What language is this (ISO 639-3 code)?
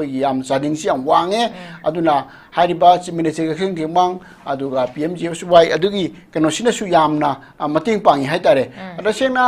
mni